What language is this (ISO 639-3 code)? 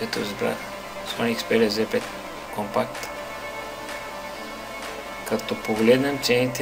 bul